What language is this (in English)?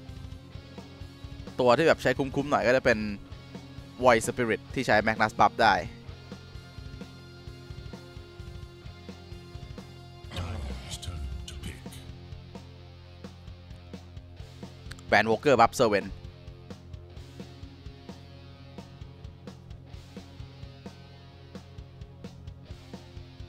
Thai